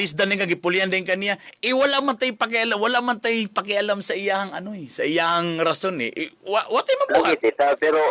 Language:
Cebuano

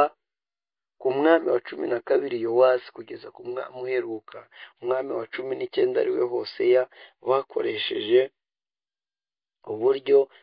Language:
Kinyarwanda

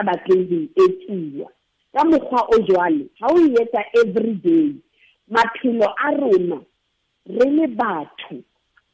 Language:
Southern Sotho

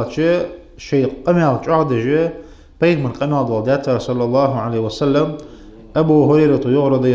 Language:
Ingush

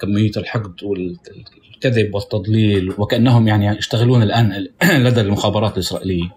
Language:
North Levantine Arabic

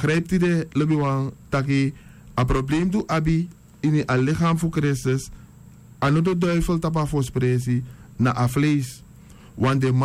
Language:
Sranan Tongo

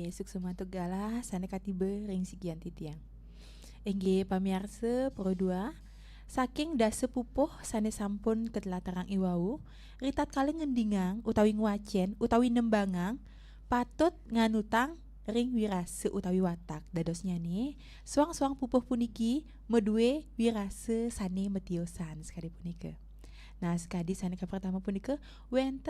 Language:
Balinese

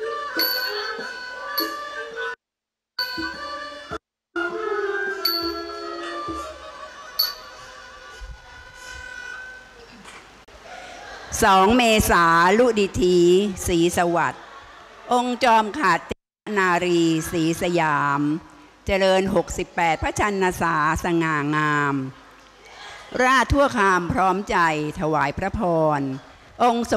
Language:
Thai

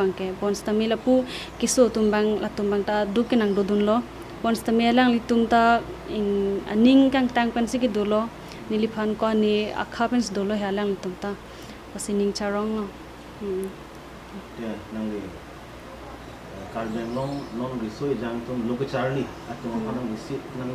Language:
Karbi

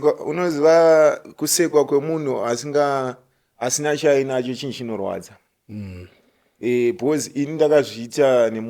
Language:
Shona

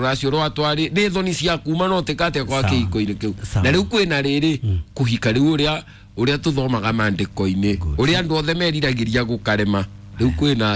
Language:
Kikuyu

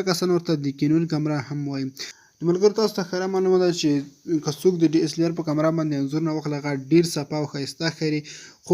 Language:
Pashto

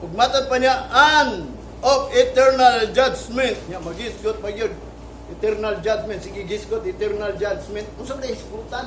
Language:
Cebuano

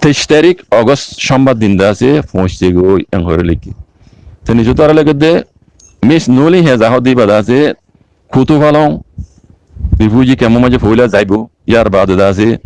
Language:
Rohingya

